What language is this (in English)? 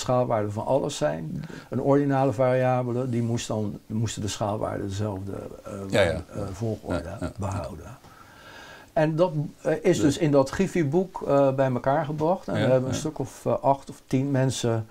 Dutch